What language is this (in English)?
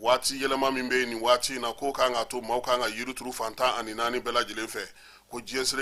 Bambara